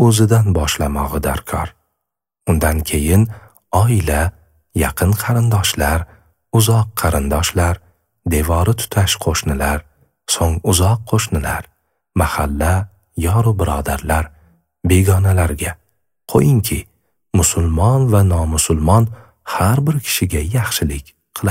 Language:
Uzbek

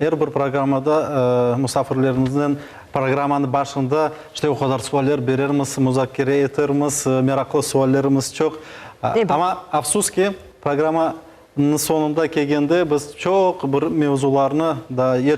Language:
Crimean Tatar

